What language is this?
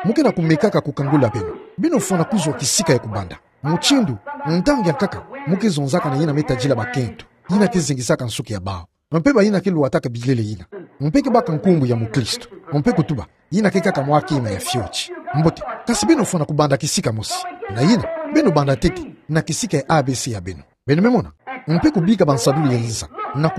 Kituba (Democratic Republic of Congo)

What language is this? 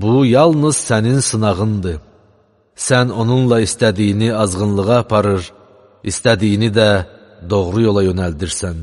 Azerbaijani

